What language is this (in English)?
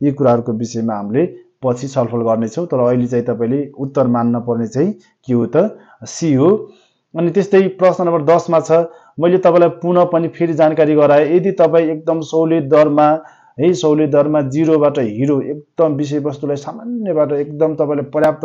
Nepali